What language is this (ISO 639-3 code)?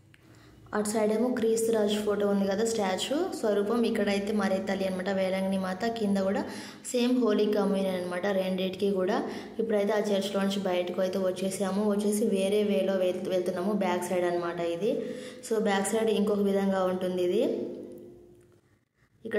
tel